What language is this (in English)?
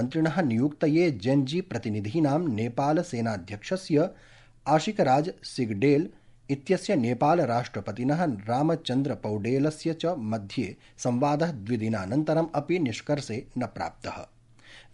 Sanskrit